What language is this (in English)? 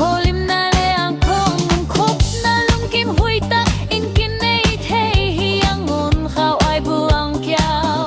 Tedim Chin